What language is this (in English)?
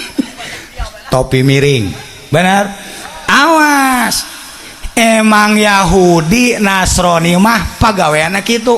Sundanese